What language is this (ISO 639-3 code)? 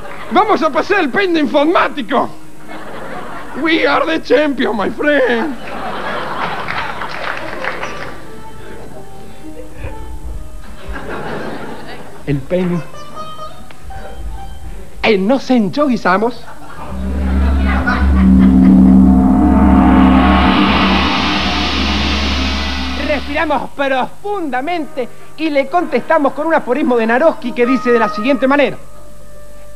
spa